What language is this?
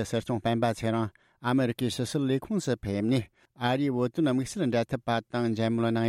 Tibetan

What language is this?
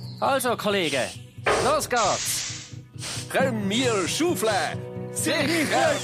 Swiss German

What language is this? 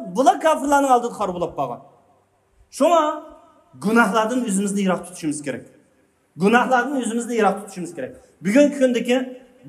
Uyghur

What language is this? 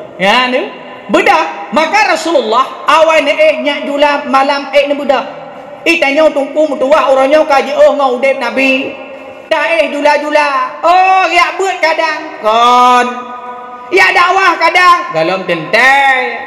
Achinese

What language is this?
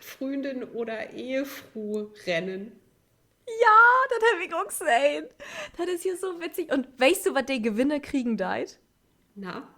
Low German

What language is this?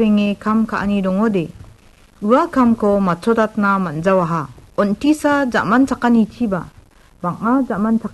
Garo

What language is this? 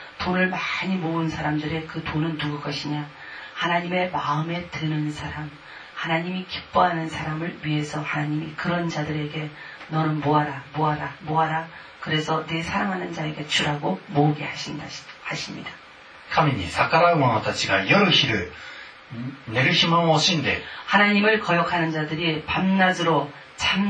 Korean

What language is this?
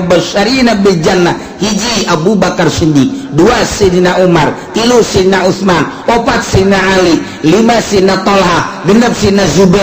Sundanese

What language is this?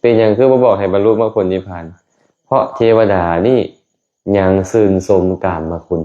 Lao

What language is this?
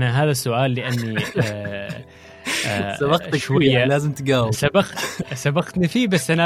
Gulf Arabic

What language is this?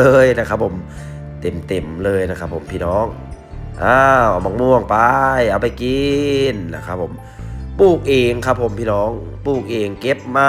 Northeastern Thai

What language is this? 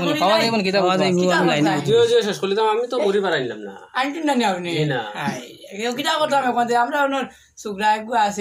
Sylheti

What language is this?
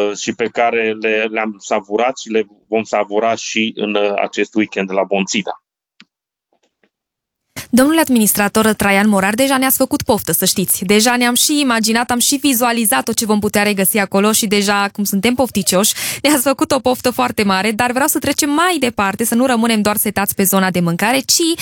Romanian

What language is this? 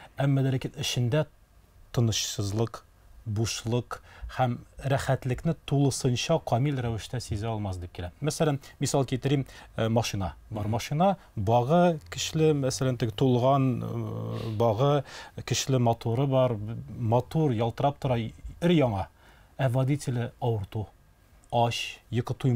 Tatar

